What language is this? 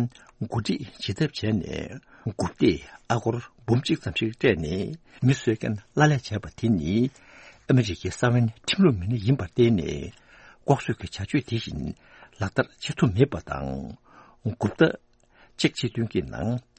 Tibetan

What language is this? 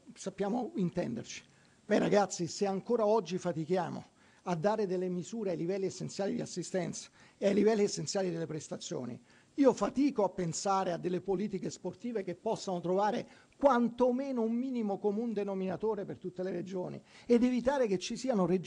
Italian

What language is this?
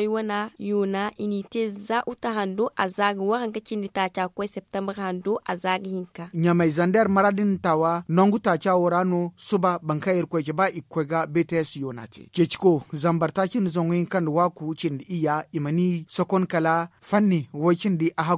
Zarma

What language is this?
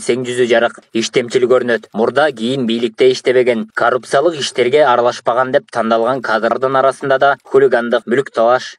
Kyrgyz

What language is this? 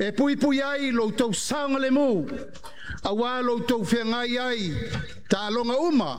Samoan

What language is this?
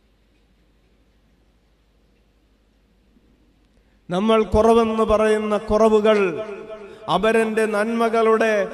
Malayalam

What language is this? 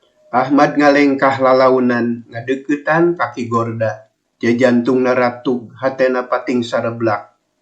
Sundanese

